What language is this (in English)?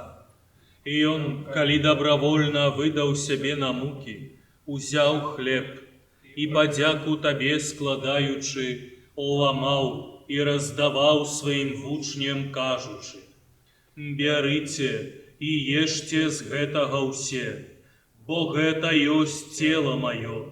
Belarusian